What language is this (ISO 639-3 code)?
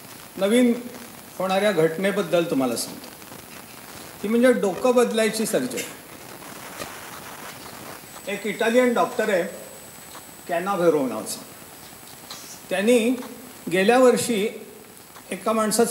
mar